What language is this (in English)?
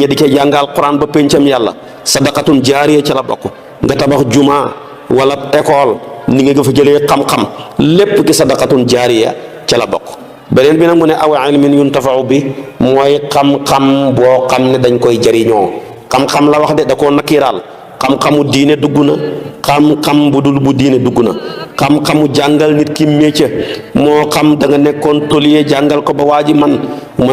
Wolof